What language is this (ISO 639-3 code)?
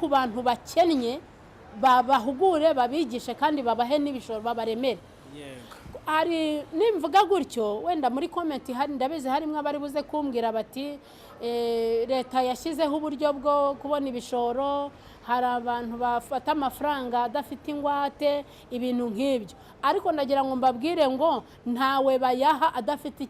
kin